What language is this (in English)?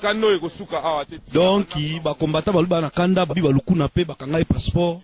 Lingala